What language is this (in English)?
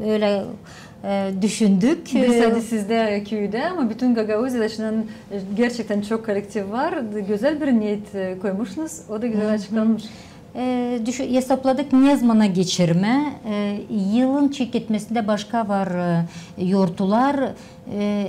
Gagauz